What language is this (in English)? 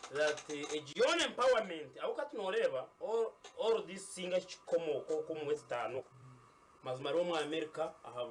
Nyankole